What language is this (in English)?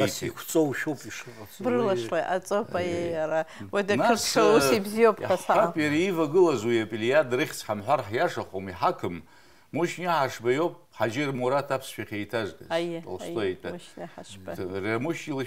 Abkhazian